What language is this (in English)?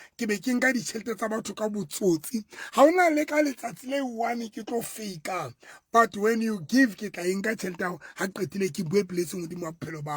Southern Sotho